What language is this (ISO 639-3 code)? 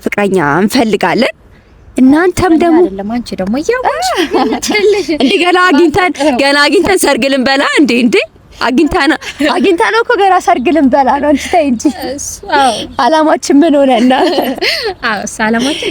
amh